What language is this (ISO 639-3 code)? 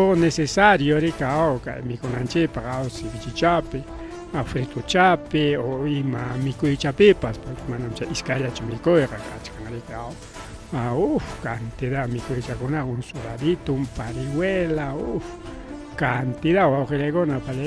quy